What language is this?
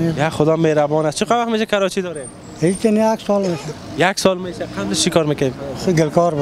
Persian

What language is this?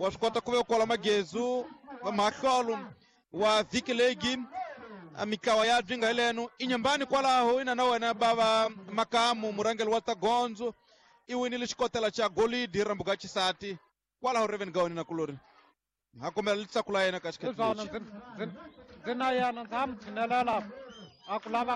Tsonga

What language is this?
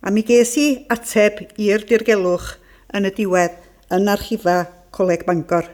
Welsh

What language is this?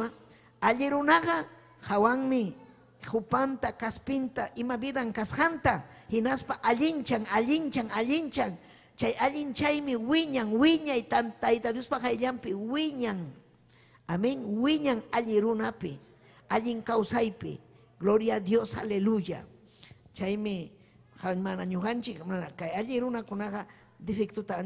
Ayacucho Quechua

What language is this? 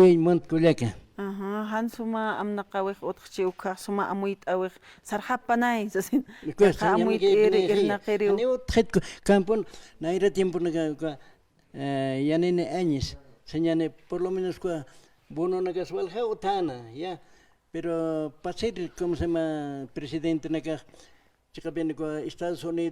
Aymara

